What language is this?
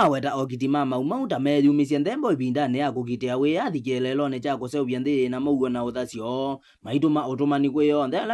Kamba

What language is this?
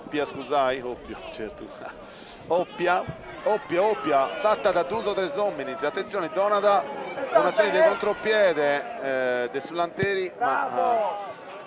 Sardinian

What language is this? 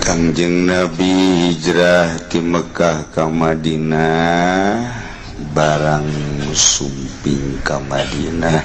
Sundanese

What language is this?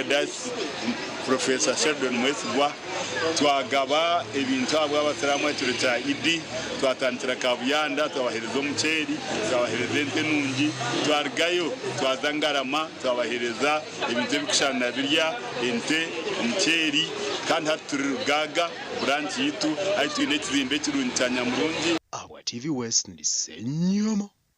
Nyankole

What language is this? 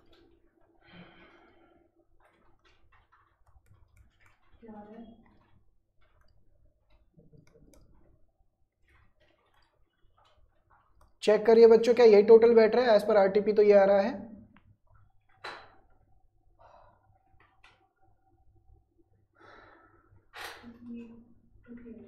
Hindi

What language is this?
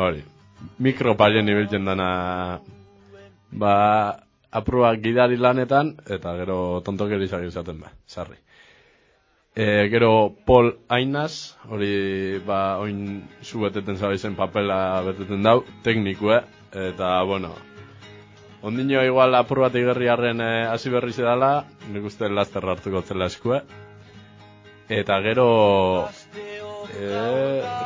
Basque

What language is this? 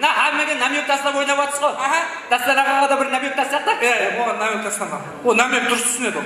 Kara-Kalpak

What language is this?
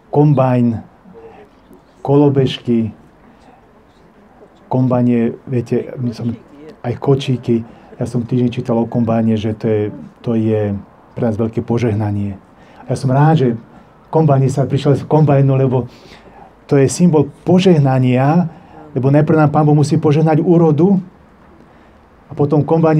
Slovak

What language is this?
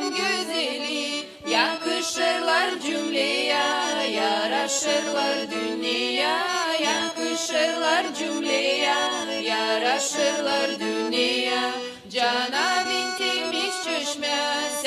Gagauz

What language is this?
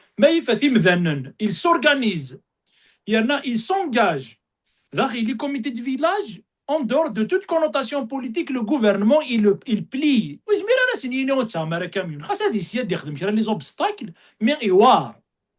Kabyle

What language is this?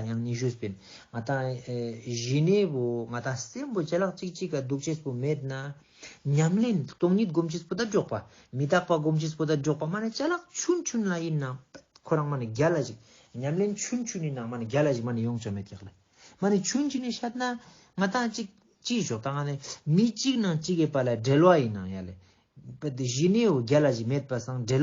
Ladakhi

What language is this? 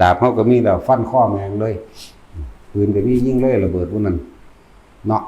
Northeastern Thai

